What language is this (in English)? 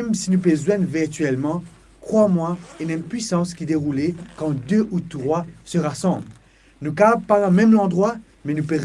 Morisyen